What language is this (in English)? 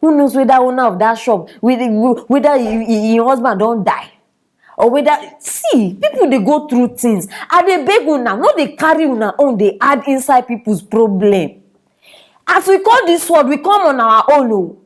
Nigerian Pidgin